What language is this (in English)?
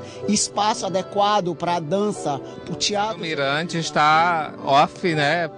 Portuguese